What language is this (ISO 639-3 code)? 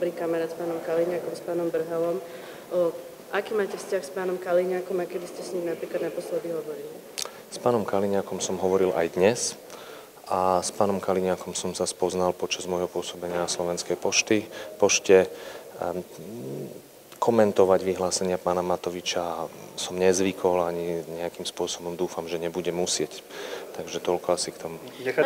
slk